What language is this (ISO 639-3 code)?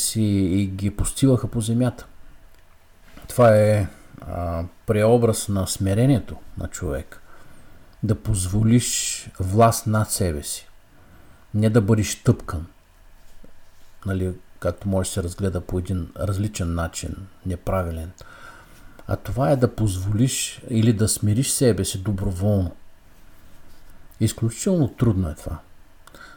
bul